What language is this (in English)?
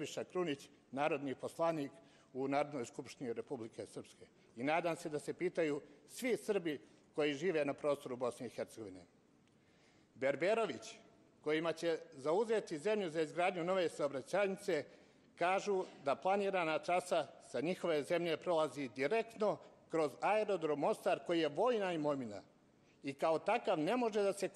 Serbian